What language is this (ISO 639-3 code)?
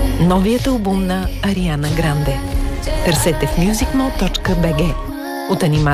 bul